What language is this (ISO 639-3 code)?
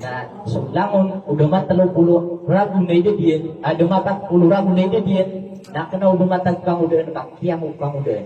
mrw